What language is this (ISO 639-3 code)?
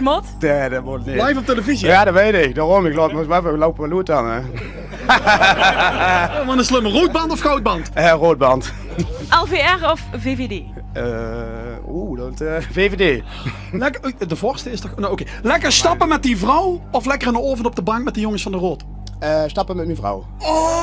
lim